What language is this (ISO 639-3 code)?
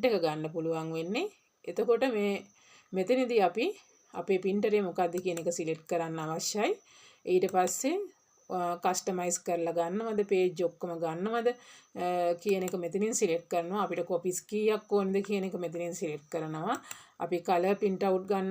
sin